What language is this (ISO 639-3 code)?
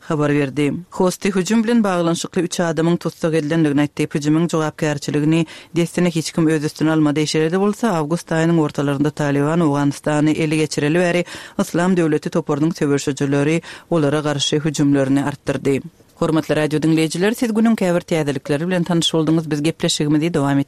tuk